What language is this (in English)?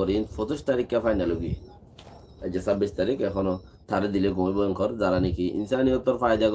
Rohingya